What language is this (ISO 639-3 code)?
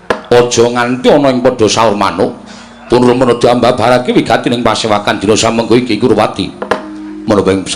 jav